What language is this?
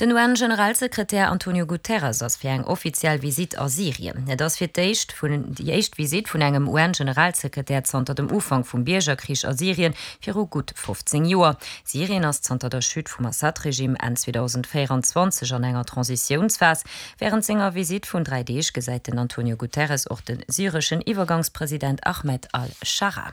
Luxembourgish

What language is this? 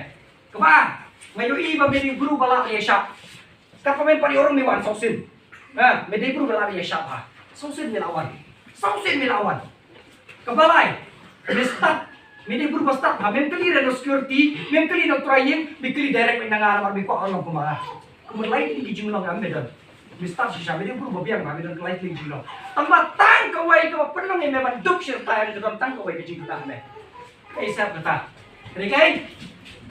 Khasi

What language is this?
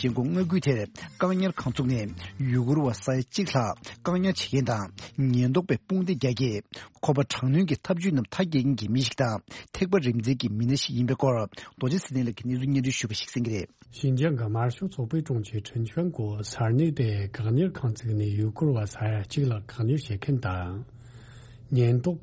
Tibetan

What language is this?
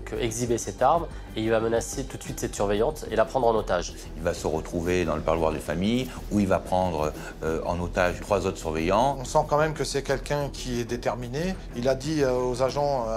French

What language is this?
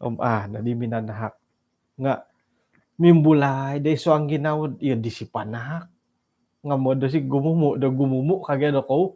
Central Dusun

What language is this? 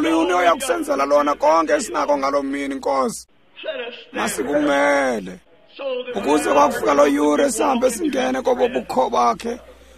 Xhosa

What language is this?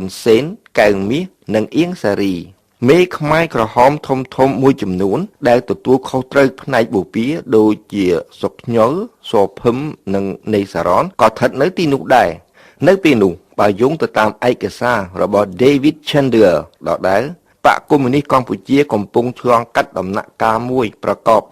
Khmer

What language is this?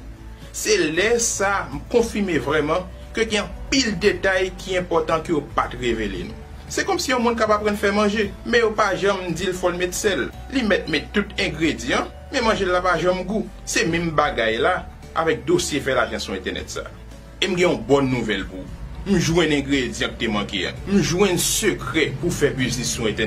Haitian Creole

